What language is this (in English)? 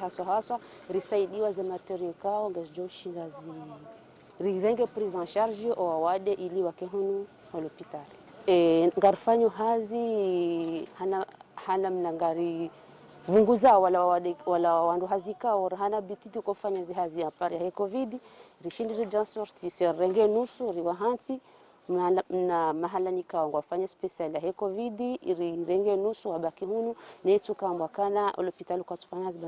Ngazidja Comorian